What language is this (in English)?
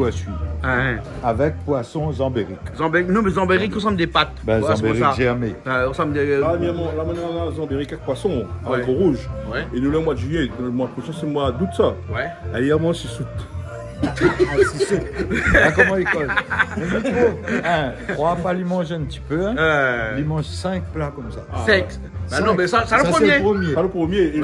Réunion Creole French